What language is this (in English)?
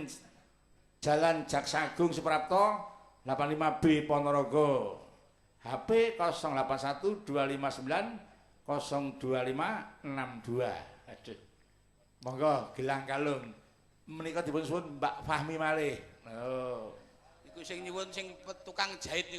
Javanese